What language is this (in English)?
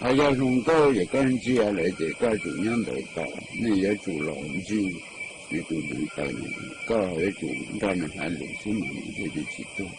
Hmong